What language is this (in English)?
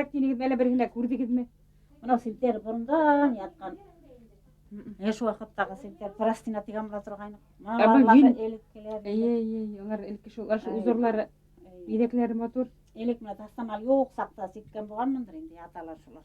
Bashkir